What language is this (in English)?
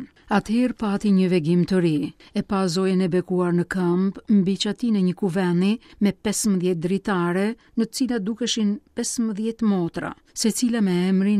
Albanian